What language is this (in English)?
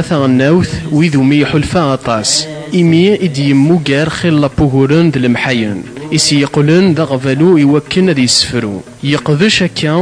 Kabyle